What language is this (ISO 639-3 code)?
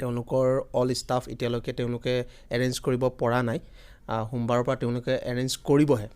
asm